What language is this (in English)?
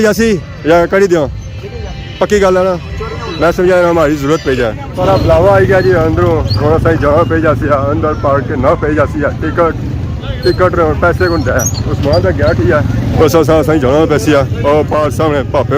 Pahari-Potwari